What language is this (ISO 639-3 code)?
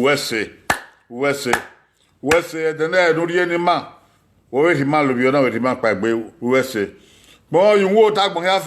bin